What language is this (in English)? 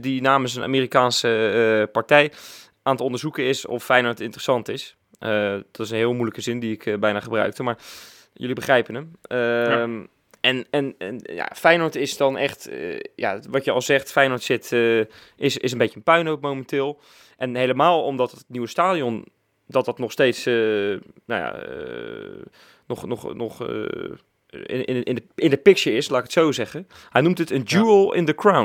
Dutch